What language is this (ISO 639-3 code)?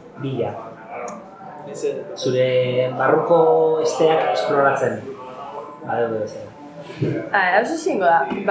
eus